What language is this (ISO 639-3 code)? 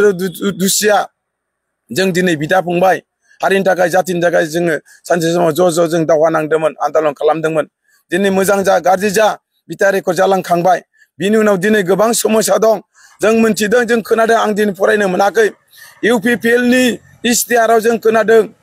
brx